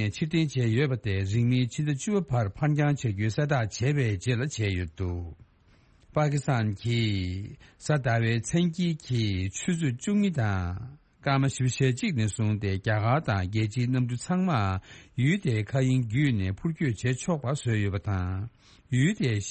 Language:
Tibetan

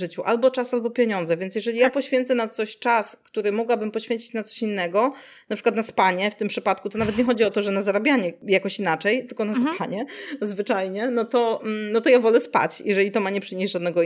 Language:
Polish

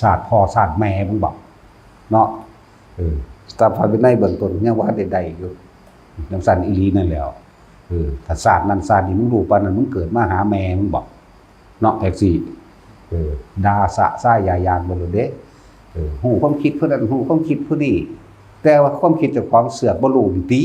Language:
Northeastern Thai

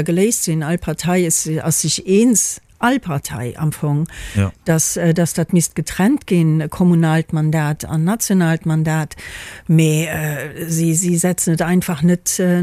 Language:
Luxembourgish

